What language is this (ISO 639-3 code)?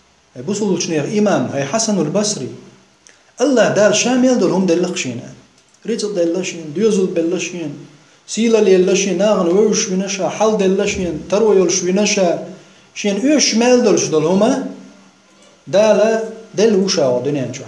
che